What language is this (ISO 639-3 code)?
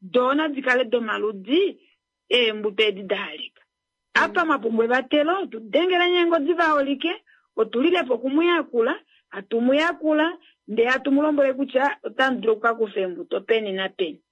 kua